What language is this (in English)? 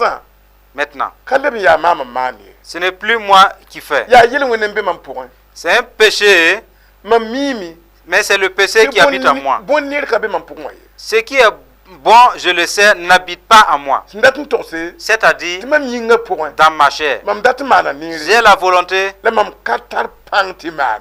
Mossi